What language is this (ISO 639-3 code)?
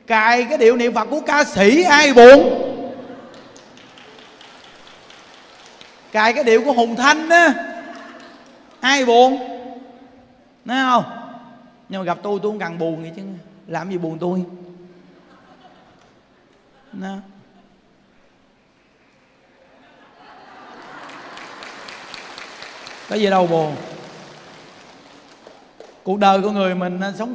vie